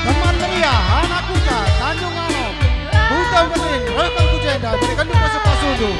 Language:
Batak Karo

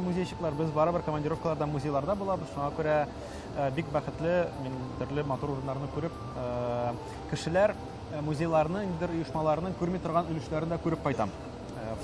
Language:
Tatar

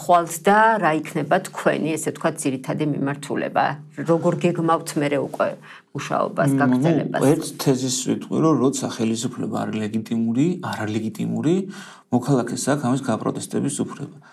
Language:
Georgian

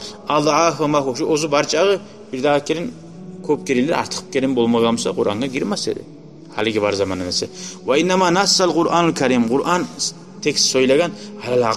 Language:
Kumyk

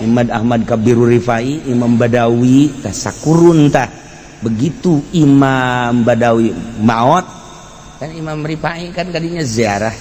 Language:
Sundanese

